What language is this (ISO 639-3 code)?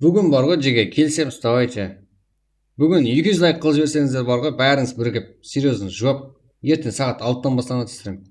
kaa